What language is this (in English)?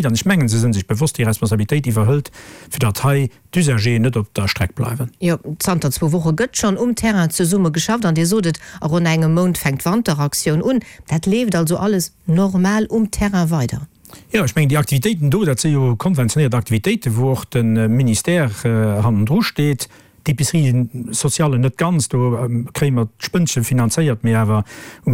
Luxembourgish